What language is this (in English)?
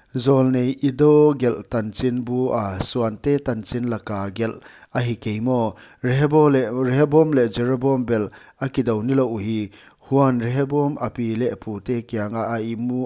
Paite Chin